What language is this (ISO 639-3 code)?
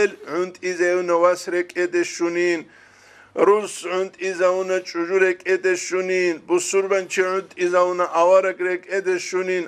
ava